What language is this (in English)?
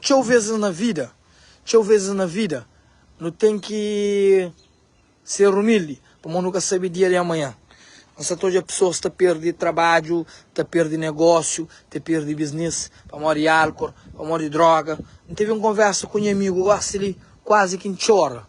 Kabuverdianu